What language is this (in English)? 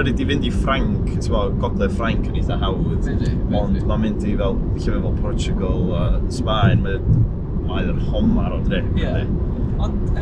Welsh